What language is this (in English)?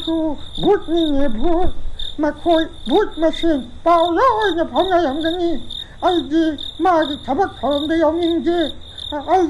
Manipuri